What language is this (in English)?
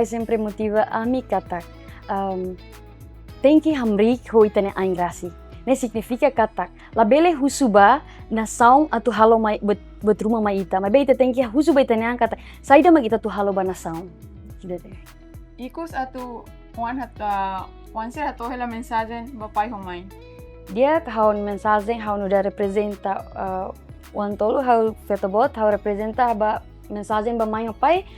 Tetum